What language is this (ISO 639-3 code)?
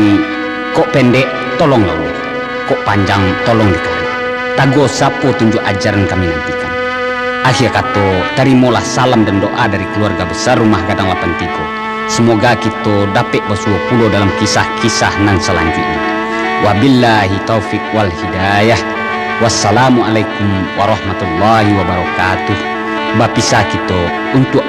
min